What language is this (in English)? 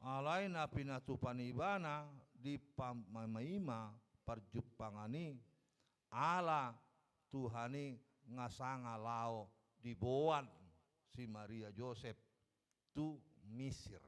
Batak Toba